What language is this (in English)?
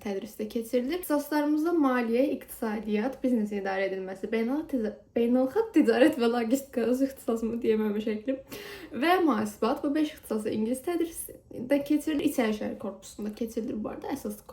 Azerbaijani